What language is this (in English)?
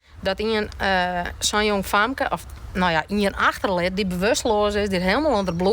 Western Frisian